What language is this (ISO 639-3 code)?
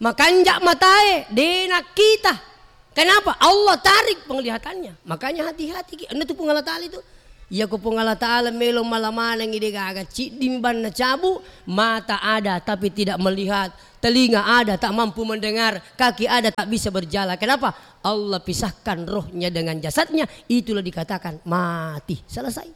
bug